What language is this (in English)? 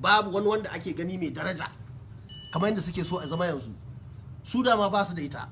Hausa